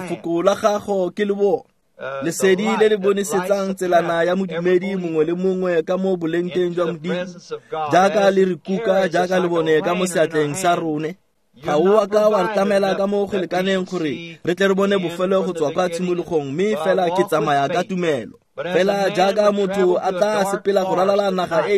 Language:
Tswana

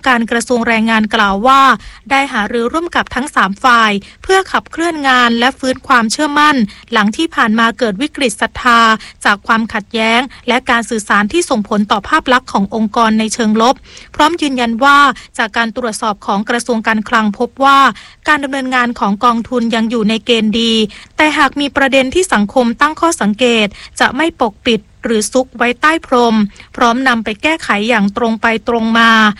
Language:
Thai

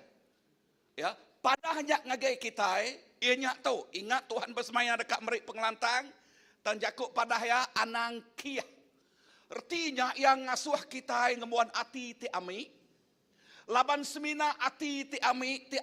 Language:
Iban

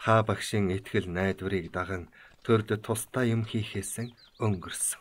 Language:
Mongolian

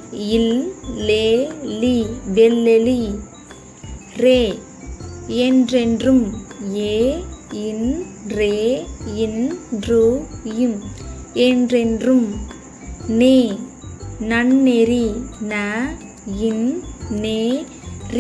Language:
Tamil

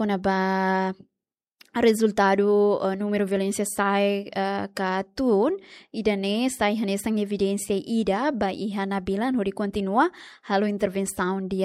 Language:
Tetum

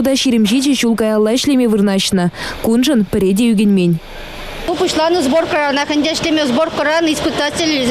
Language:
Chuvash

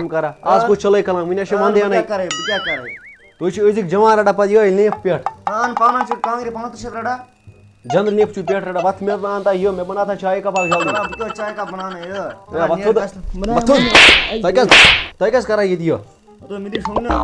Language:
Kashmiri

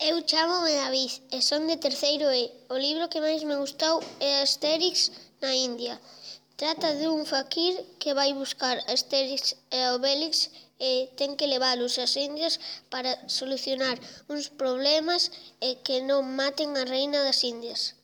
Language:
Galician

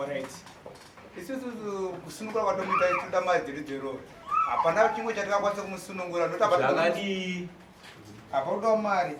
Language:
Shona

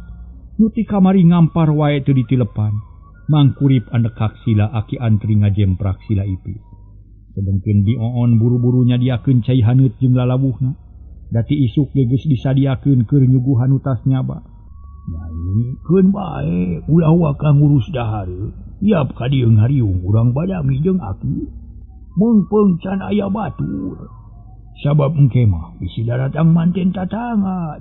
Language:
Sundanese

